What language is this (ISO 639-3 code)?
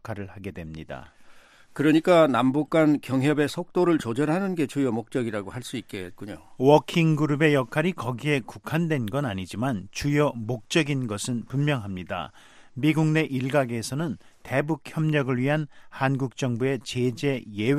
kor